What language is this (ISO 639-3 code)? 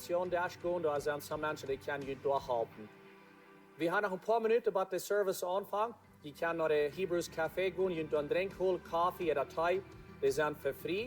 pdt